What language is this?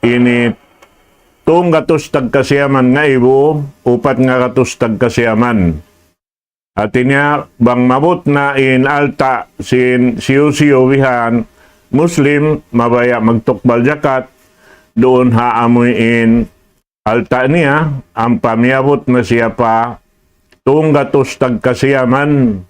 Tausug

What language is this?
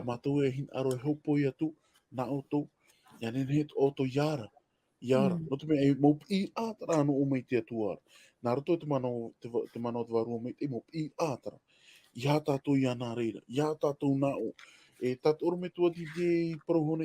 Tahitian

